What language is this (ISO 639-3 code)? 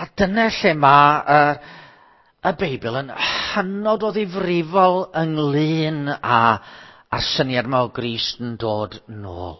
cym